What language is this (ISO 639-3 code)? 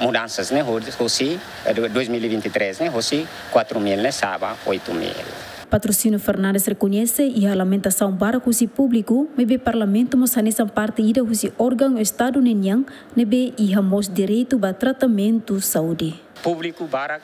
tet